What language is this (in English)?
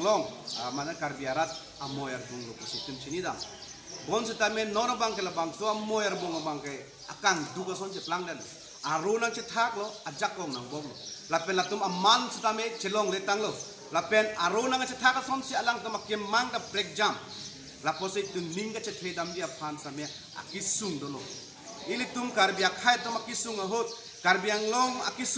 Karbi